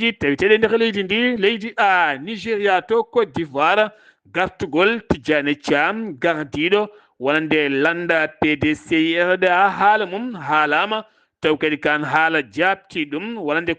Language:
Fula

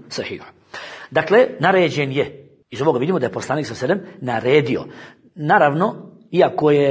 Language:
Bosnian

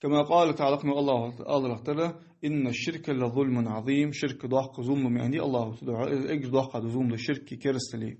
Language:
Ingush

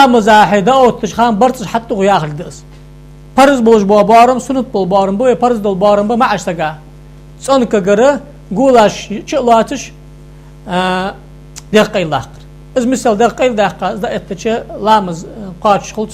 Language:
Ingush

